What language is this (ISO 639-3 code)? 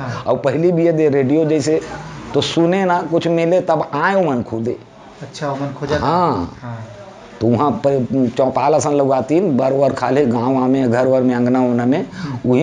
hne